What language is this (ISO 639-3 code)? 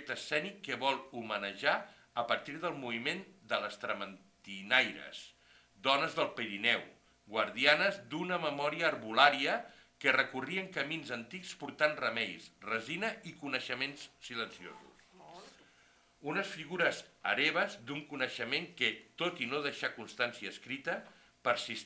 cat